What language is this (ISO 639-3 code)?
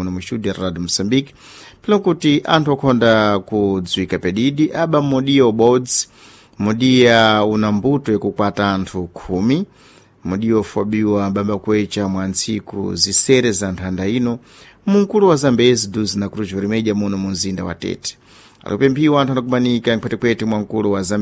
seh